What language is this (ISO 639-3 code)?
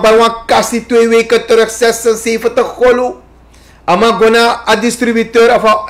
srn